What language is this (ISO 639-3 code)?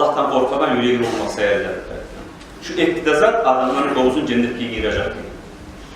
kum